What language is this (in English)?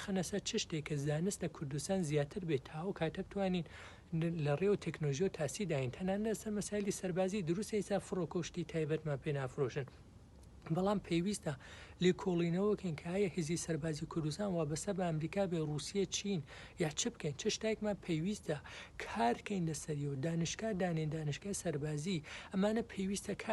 Central Kurdish